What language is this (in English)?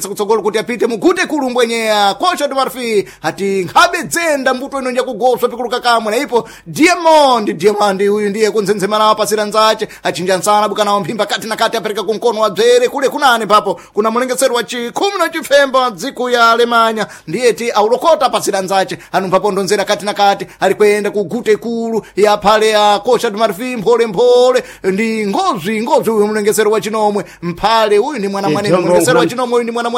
Sena